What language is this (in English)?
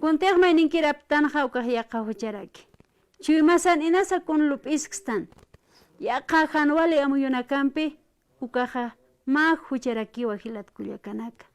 Aymara